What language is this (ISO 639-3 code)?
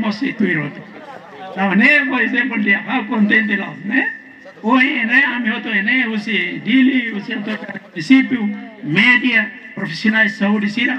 tet